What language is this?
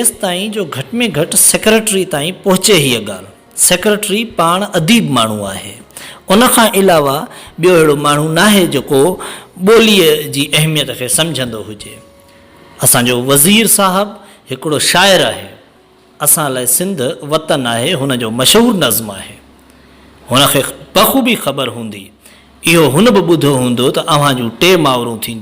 Sindhi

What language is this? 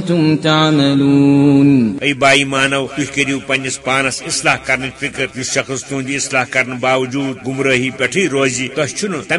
Kashmiri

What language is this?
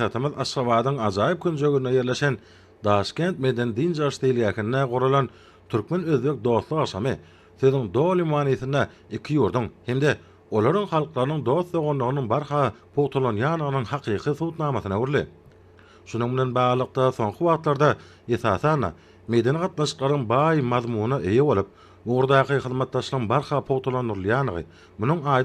Turkmen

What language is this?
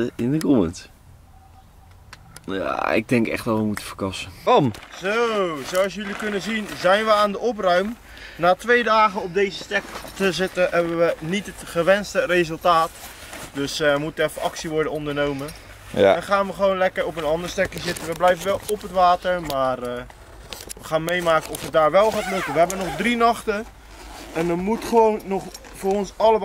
Dutch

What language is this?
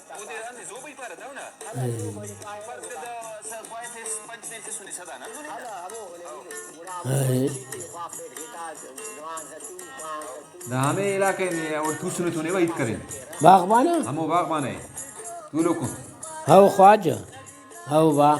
Brahui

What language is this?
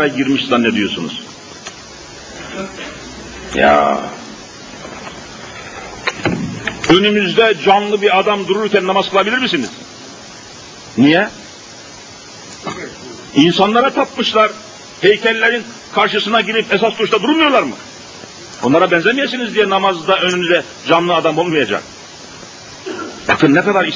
Turkish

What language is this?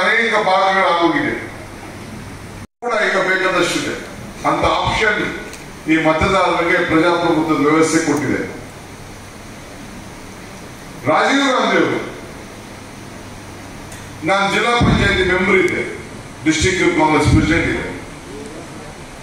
Kannada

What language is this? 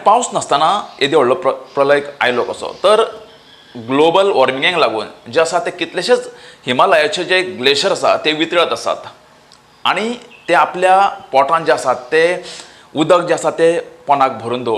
Konkani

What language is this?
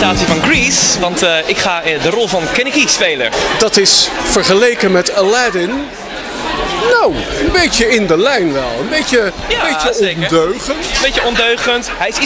Dutch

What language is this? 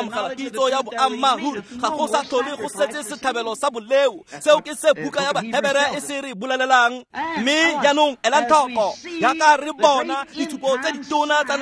Tswana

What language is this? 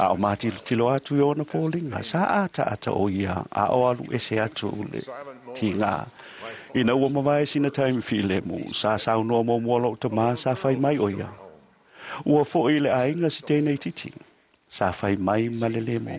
Samoan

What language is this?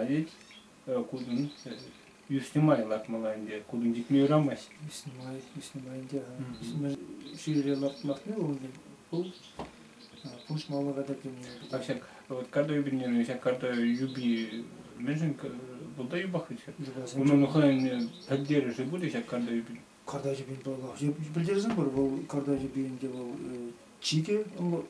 Chuvash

